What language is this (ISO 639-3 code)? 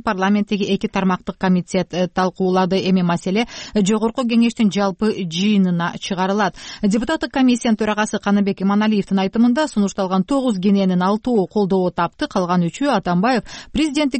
kir